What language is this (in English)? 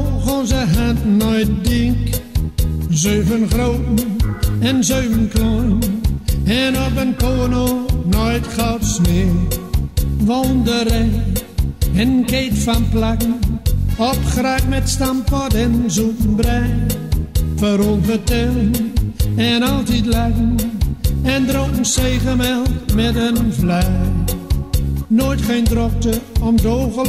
Gronings